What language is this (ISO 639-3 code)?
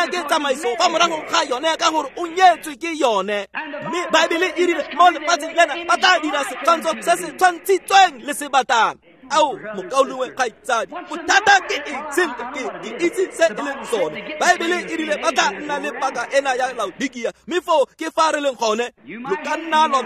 tsn